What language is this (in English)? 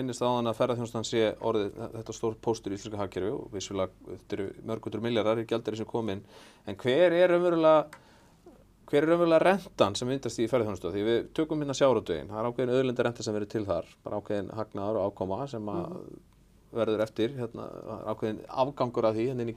Icelandic